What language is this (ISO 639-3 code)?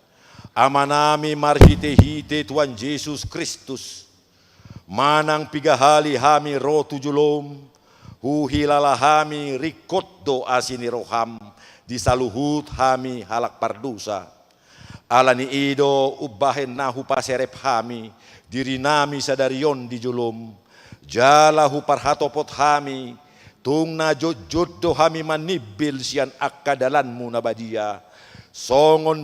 bbc